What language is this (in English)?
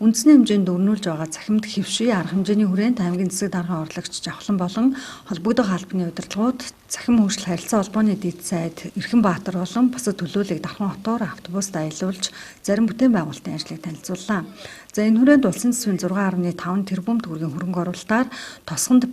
Mongolian